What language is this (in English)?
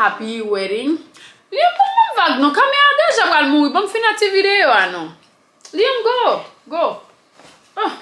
Haitian Creole